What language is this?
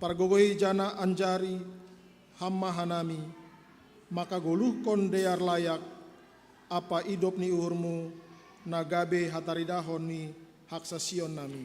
Batak Simalungun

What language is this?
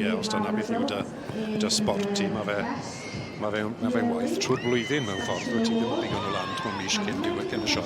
Welsh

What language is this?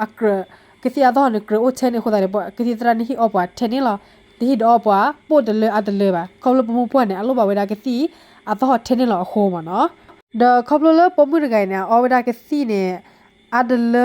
S'gaw Karen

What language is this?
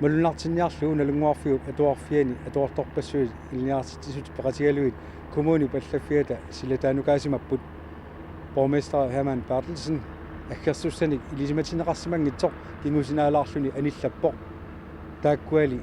Kalaallisut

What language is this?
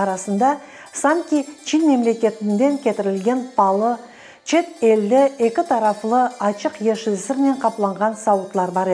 Crimean Tatar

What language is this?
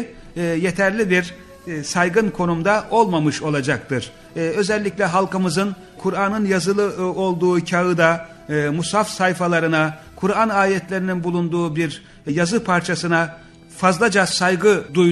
Turkish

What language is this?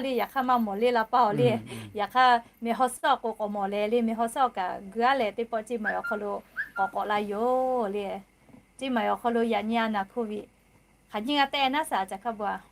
Lahu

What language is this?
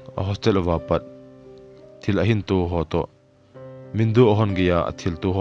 Thado Chin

